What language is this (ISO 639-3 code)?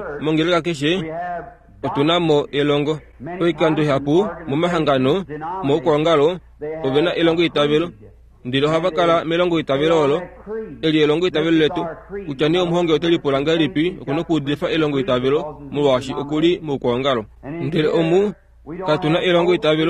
kua